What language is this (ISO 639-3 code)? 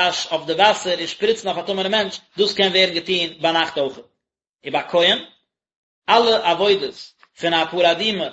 yid